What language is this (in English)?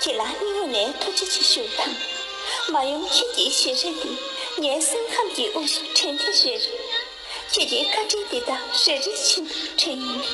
Tibetan